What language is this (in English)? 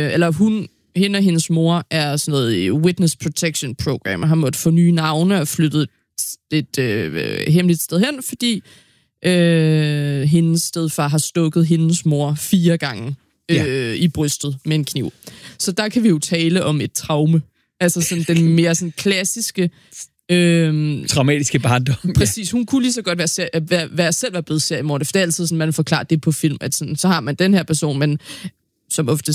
Danish